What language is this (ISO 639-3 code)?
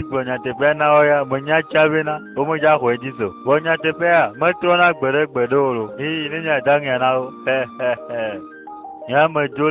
ewe